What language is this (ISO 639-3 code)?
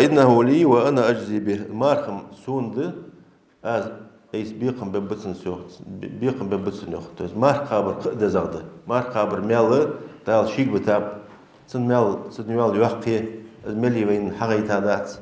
inh